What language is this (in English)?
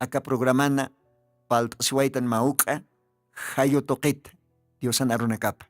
Aymara